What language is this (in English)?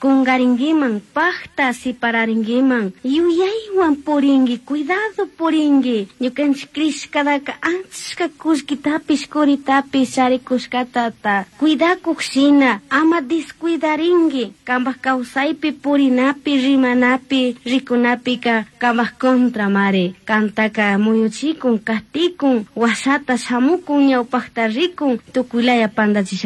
Chimborazo Highland Quichua